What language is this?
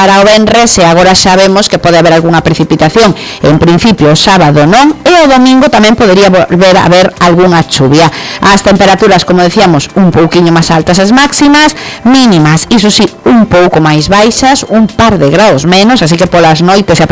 Galician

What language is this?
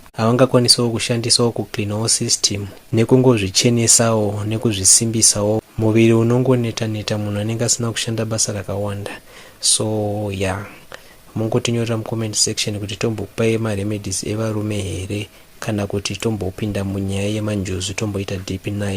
Shona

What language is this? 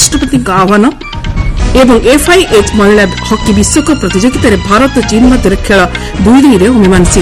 Odia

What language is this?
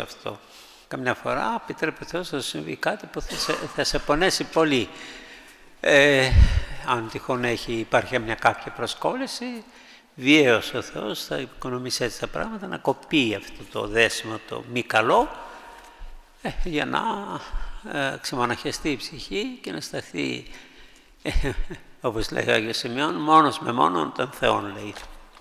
Greek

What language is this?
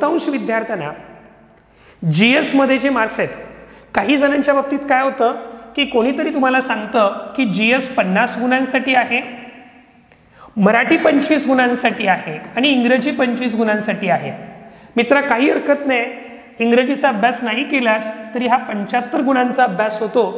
Marathi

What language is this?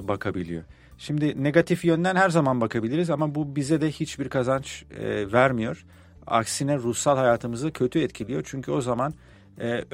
Turkish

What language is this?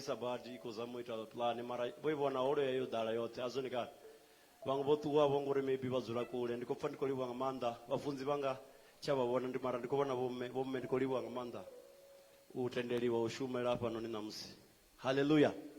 Venda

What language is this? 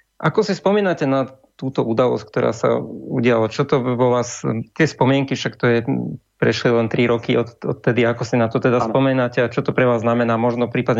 Slovak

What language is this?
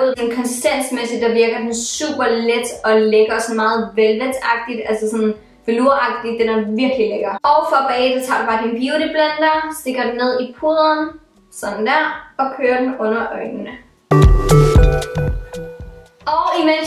Danish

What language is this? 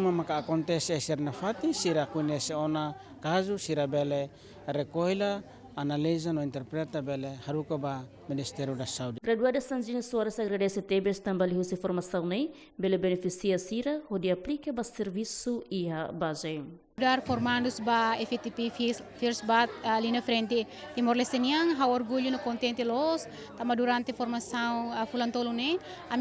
Tetum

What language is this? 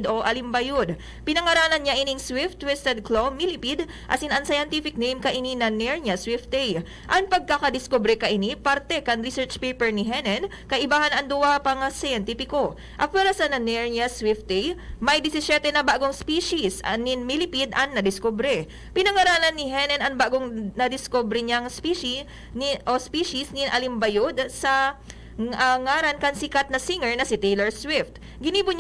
Bikol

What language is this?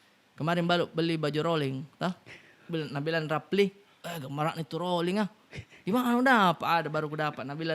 Makassar Malay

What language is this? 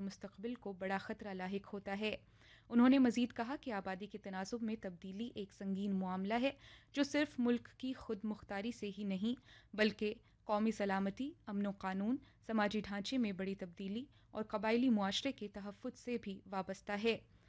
Urdu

